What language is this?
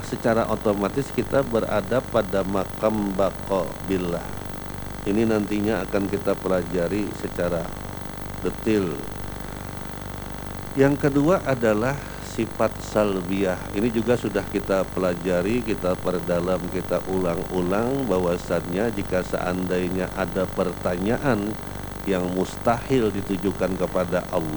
Indonesian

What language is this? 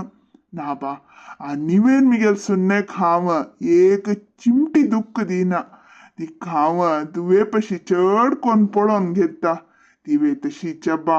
Konkani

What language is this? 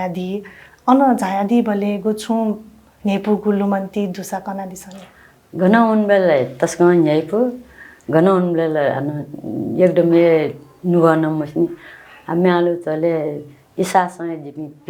Newari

